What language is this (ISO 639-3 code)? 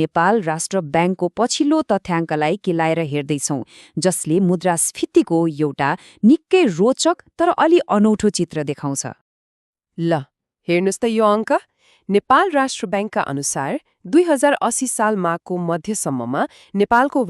nep